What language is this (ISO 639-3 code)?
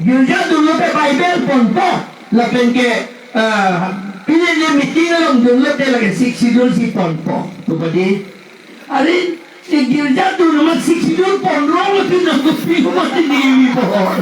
mjw